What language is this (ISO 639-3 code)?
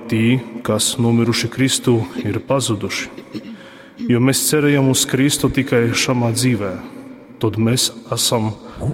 ltg